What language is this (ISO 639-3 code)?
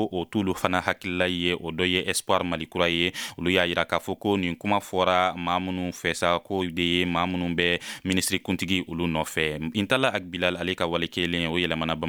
bam